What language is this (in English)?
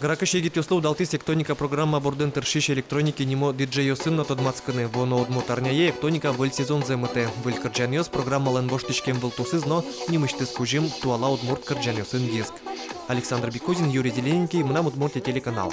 Udmurt